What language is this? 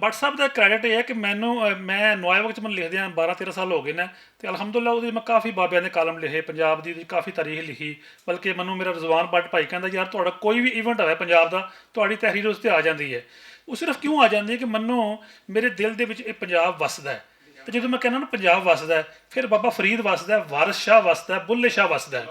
Western Panjabi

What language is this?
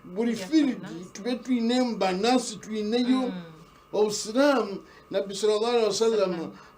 Nyankole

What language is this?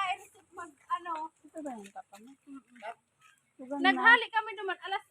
Bikol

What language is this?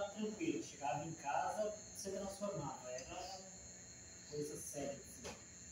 Portuguese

